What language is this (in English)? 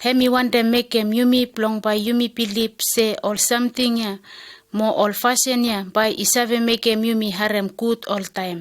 Bislama